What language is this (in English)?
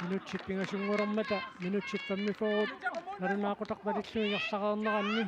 Kalaallisut